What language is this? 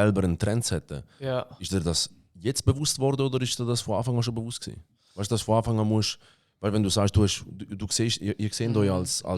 Swiss German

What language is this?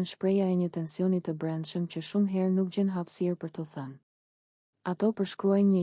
Albanian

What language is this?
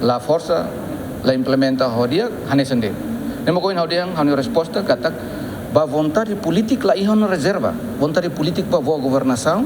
Tetum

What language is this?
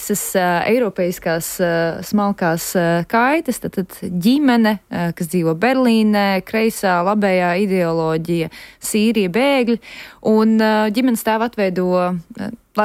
Latvian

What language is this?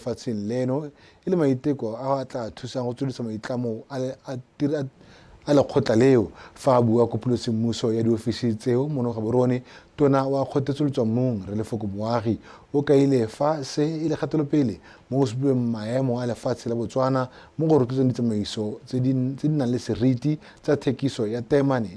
Tswana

